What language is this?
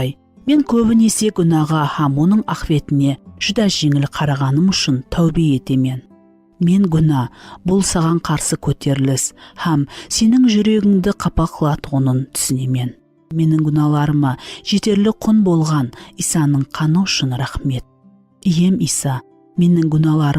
Kara-Kalpak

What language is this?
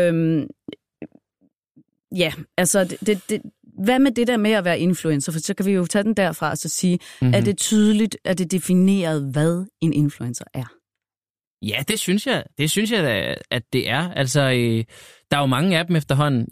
Danish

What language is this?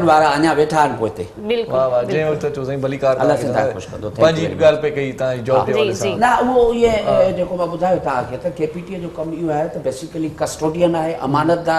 Sindhi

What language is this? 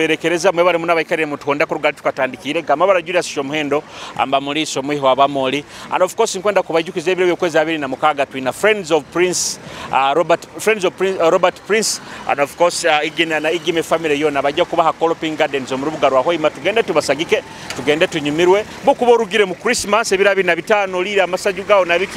Nyoro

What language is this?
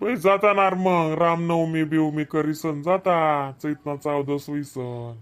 Khandesi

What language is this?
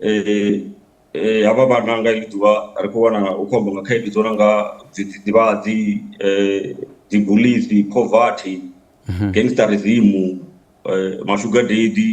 Venda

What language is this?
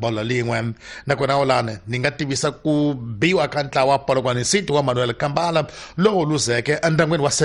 Tsonga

